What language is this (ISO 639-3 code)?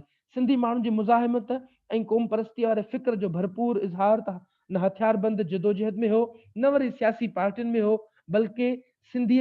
snd